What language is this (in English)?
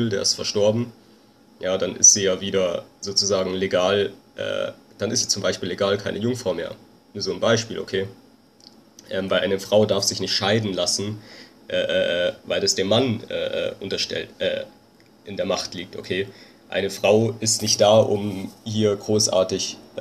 German